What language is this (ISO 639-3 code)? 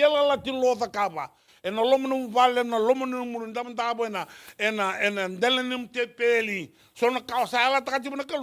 fij